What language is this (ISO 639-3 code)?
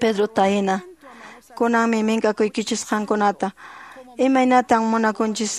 que